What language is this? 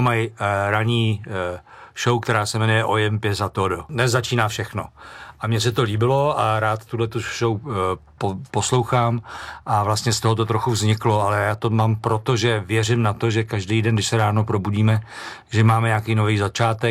Czech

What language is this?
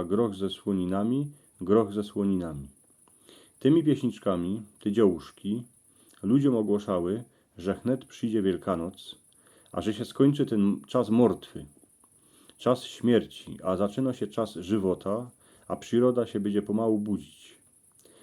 Silesian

